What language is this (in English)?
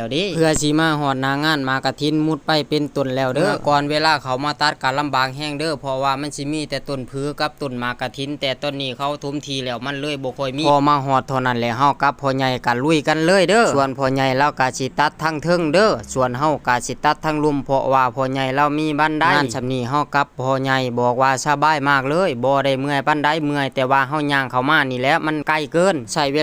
Northeastern Thai